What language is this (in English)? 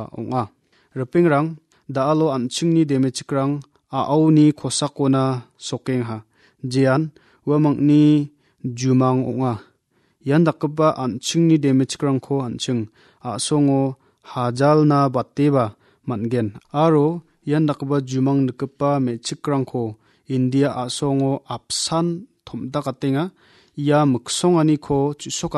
Garo